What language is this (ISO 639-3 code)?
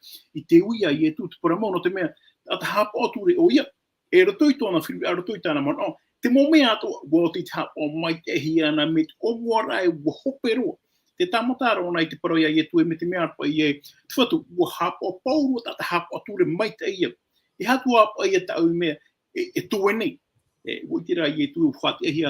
tah